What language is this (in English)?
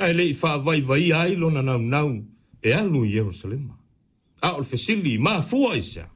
Samoan